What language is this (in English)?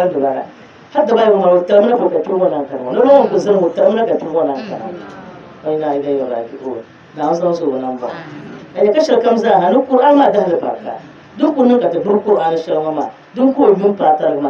Dagbani